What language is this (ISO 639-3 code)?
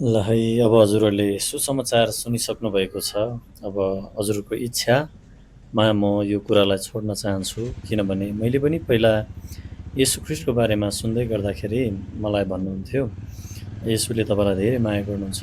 nep